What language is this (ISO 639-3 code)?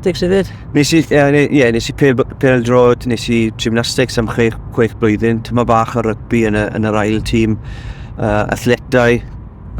cym